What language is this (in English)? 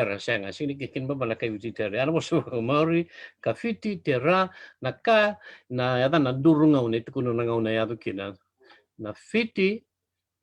Fijian